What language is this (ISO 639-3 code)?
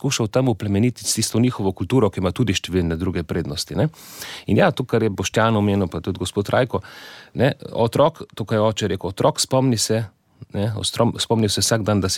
slv